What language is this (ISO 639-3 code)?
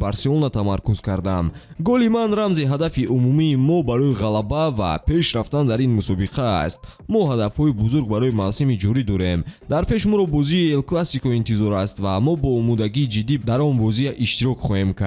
tgk